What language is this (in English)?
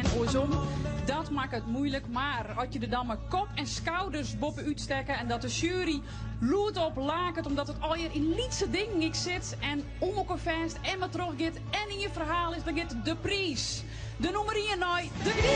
Western Frisian